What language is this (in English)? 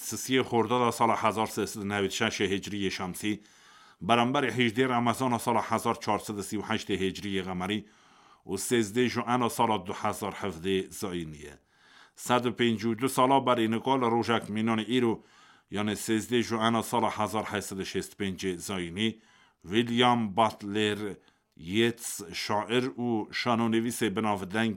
Kurdish